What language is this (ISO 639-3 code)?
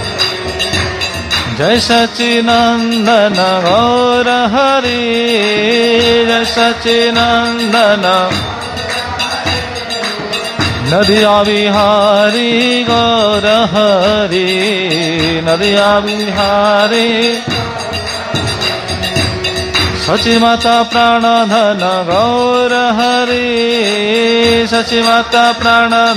ori